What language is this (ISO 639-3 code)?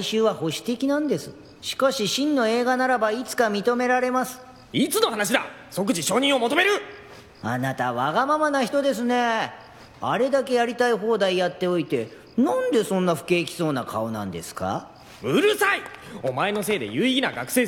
jpn